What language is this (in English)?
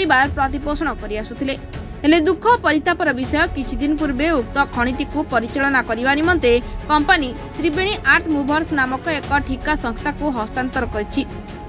Odia